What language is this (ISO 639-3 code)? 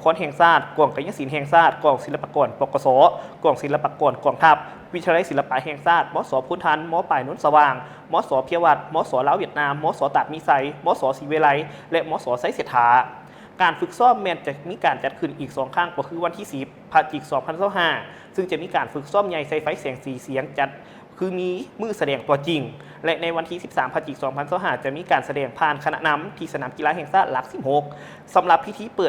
lao